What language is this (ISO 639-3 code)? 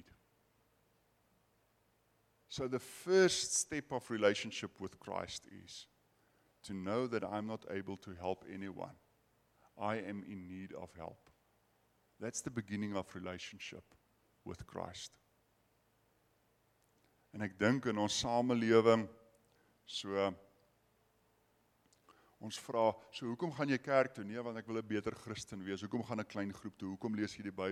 afr